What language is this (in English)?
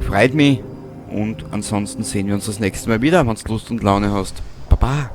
Bavarian